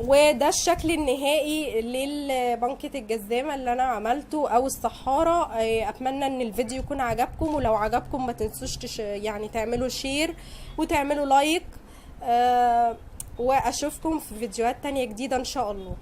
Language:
Egyptian Arabic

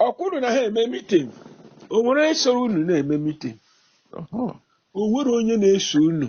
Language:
Igbo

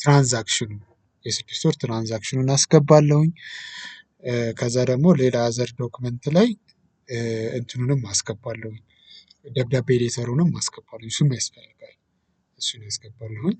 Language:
Amharic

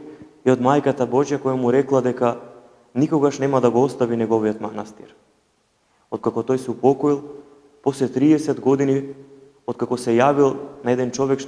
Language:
Macedonian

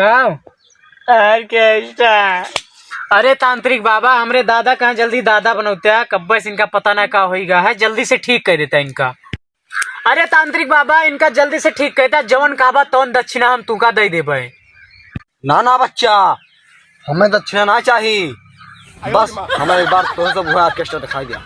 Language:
Awadhi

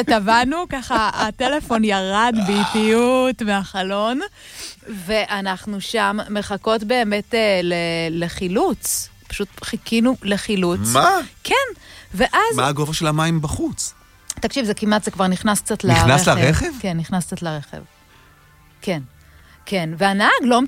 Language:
Hebrew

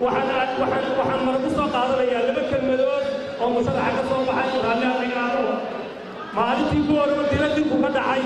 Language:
Somali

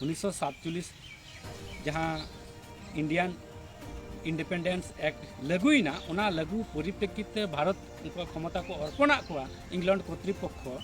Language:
Santali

